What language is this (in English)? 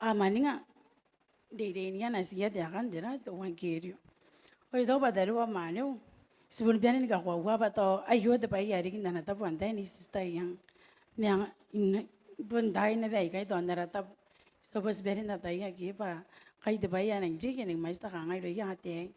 Gilbertese